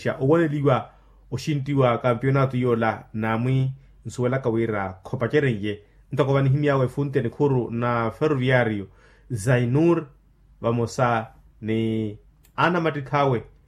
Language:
Makhuwa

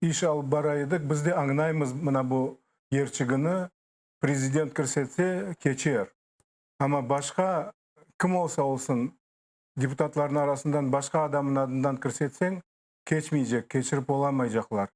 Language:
Crimean Tatar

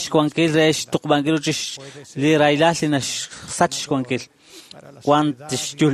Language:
Kekchí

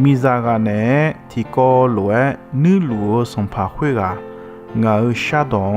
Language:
Akha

